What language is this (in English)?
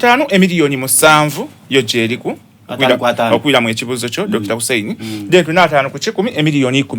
Soga